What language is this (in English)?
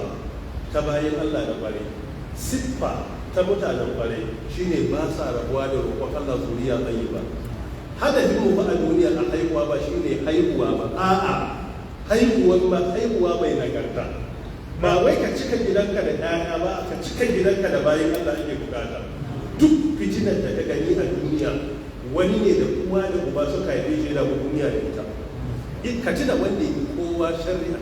Hausa